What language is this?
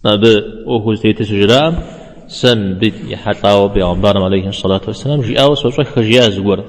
Kabardian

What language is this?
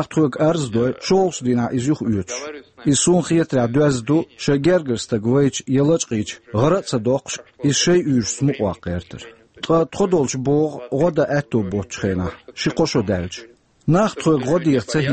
Chechen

